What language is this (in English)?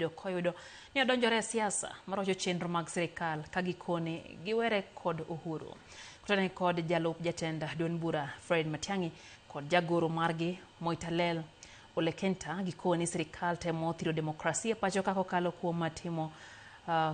Luo (Kenya and Tanzania)